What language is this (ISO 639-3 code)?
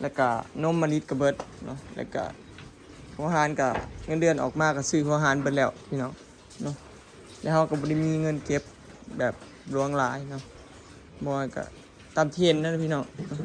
lao